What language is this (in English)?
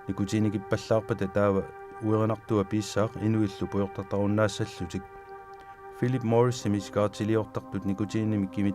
Kalaallisut